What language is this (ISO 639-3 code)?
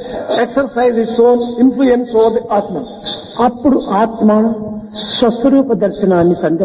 tel